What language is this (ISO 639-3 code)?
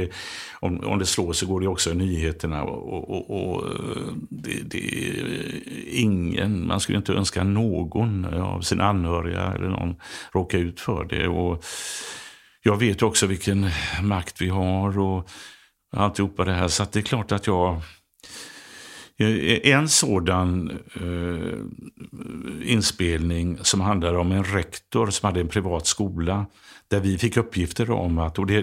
swe